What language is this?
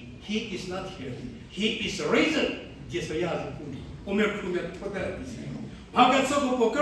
Angami Naga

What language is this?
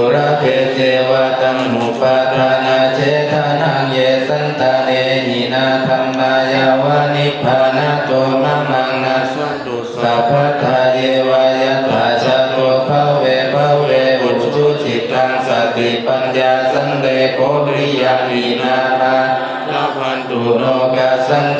Pali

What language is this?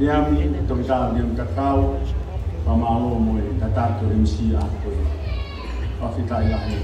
Tongan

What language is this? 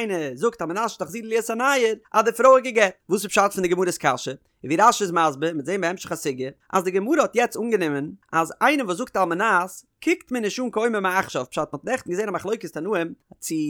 Yiddish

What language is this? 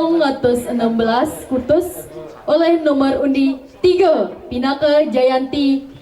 Balinese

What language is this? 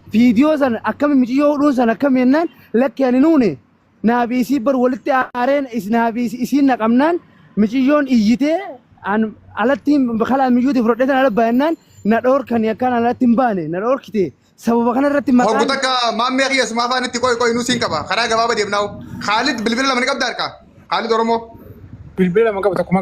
Oromo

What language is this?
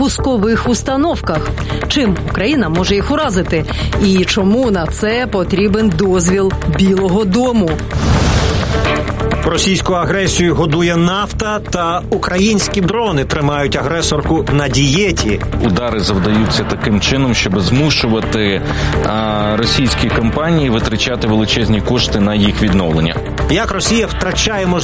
Ukrainian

